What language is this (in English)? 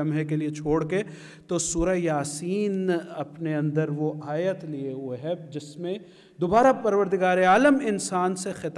Urdu